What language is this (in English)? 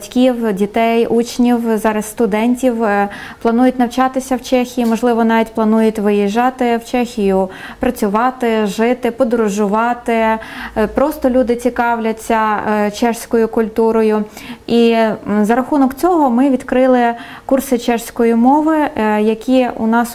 Ukrainian